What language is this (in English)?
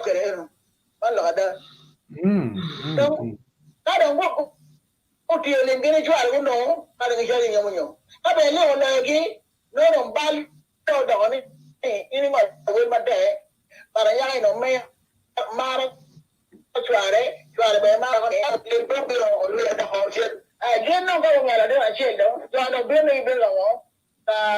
Acoli